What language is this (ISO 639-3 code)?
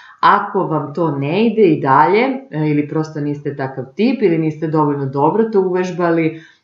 srp